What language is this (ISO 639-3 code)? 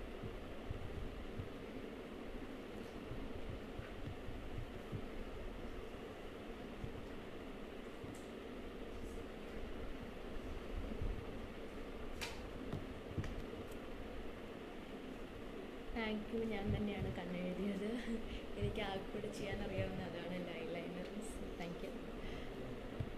mal